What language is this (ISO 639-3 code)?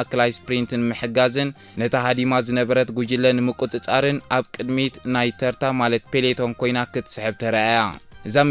tir